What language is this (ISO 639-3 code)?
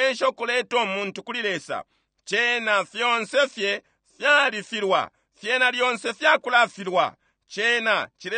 bem